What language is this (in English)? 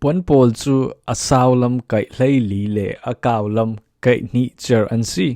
Falam Chin